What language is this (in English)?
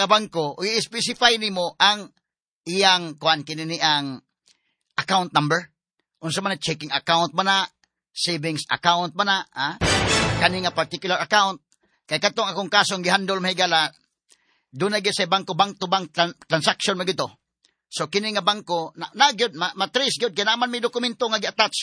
Cebuano